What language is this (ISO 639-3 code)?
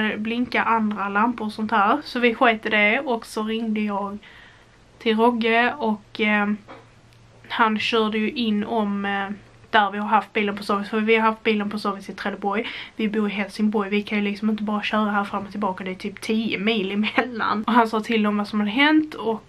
swe